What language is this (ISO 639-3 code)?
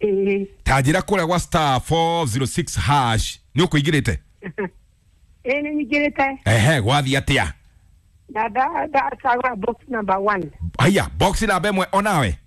kik